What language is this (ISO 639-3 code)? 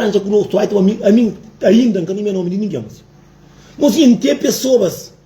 kea